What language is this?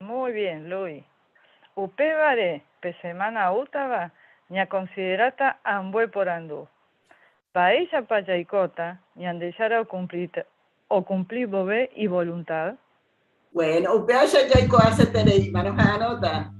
Guarani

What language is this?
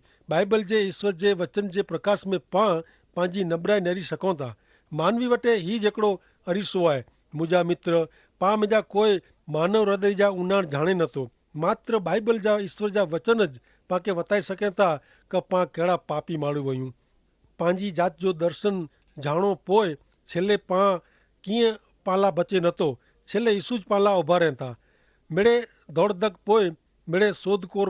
Kachhi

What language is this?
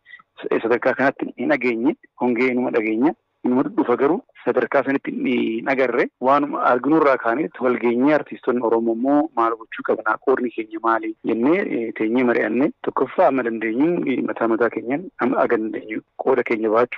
Oromo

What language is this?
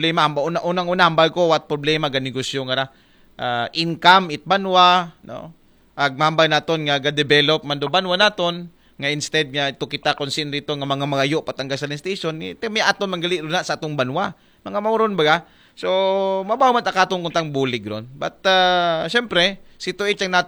Aklanon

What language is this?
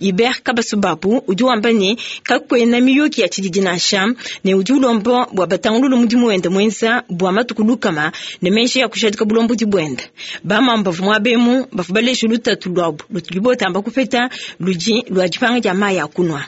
Luba-Lulua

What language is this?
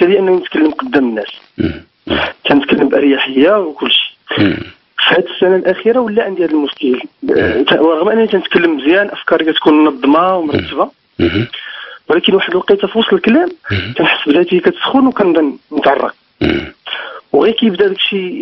Moroccan Arabic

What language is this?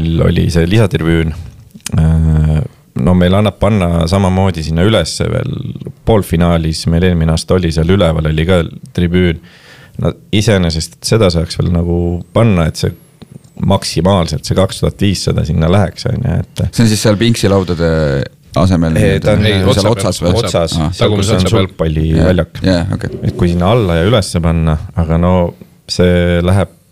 Estonian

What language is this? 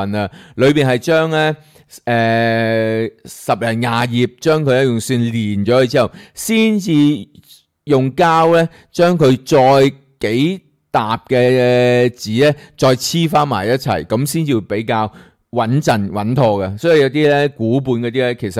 Cantonese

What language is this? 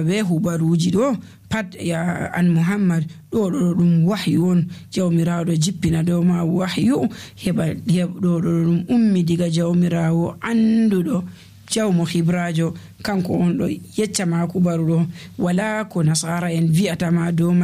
Nigerian Fulfulde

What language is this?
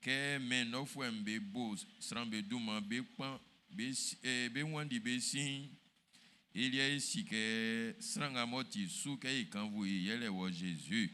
Baoulé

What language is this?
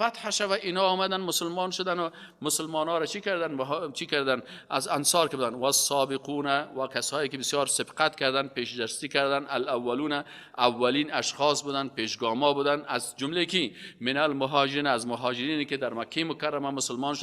Persian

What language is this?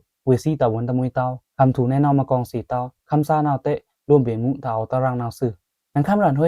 Pa'o Karen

